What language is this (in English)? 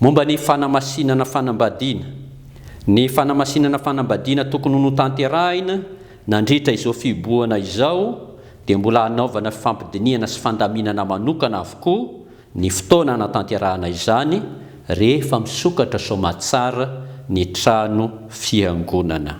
Malagasy